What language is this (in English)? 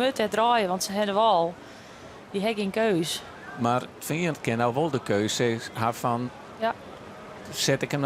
Western Frisian